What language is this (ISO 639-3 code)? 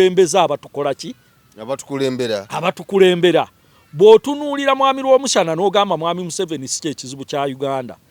lug